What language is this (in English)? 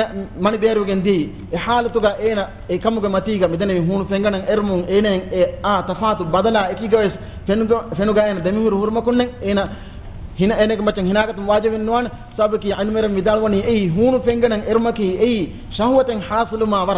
Divehi